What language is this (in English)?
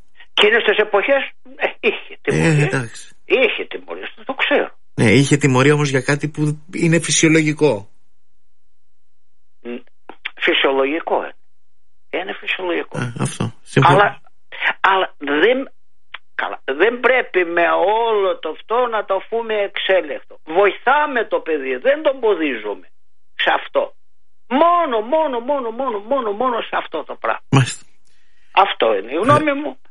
Greek